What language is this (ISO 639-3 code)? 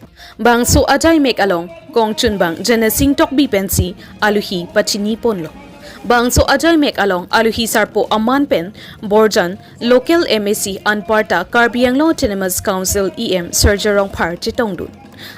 mjw